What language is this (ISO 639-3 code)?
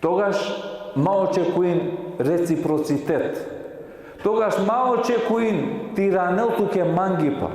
rmn